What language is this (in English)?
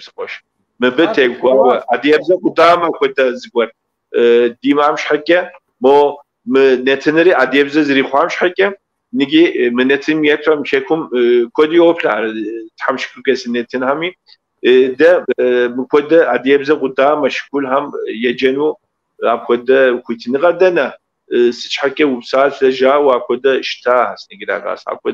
Kabardian